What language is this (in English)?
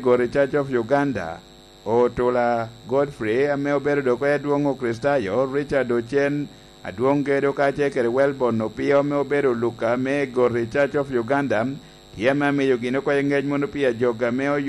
Lango (Uganda)